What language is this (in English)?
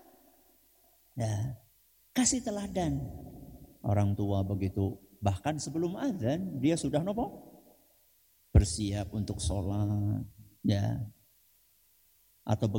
Indonesian